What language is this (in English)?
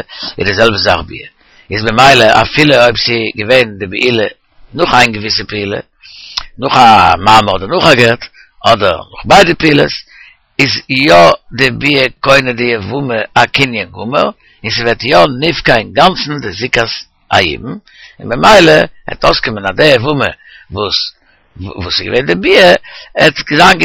Yiddish